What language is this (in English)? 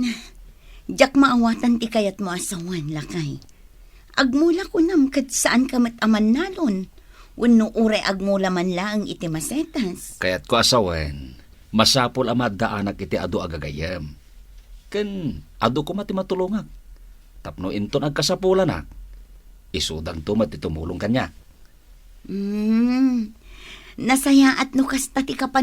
Iloko